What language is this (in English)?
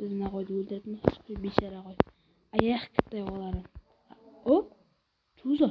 Kara-Kalpak